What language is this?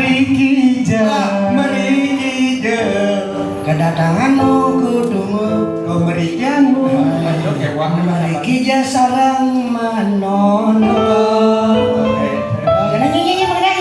Balinese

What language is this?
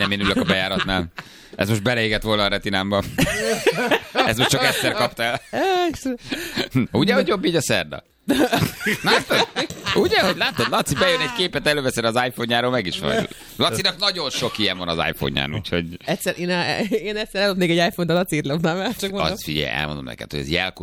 Hungarian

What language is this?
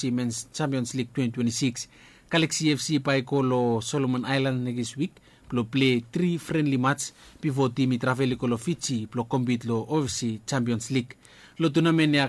Bislama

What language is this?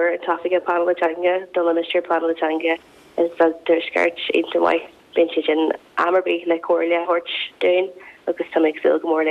Irish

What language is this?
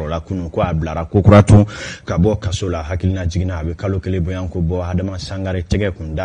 Bambara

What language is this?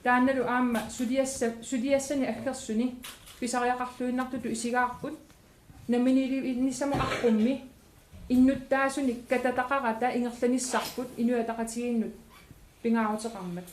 Kalaallisut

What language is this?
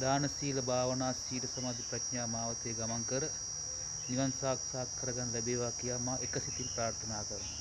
Sinhala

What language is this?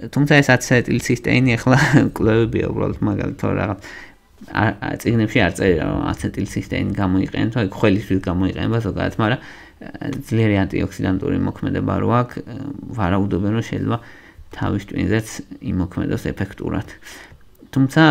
Georgian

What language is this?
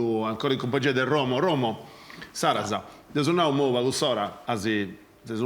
Sardinian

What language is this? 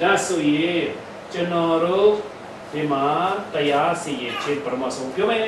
Falam Chin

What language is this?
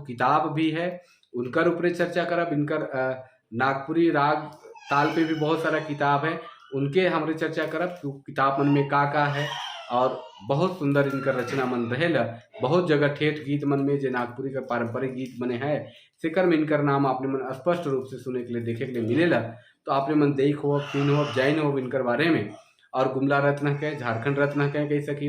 Sadri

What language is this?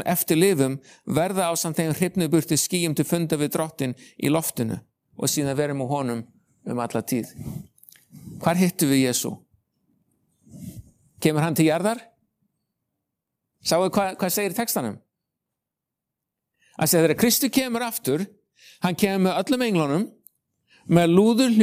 Icelandic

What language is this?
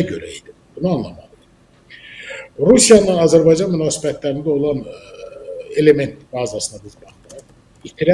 Azerbaijani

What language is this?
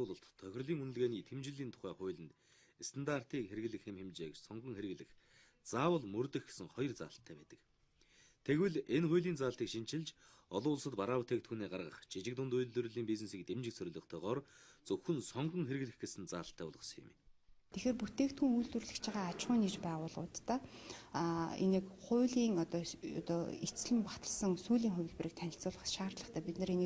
Mongolian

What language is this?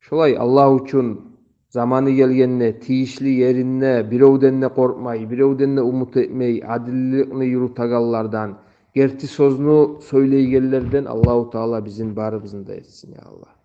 Kumyk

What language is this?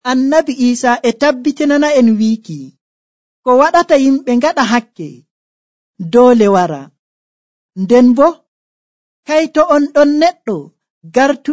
Nigerian Fulfulde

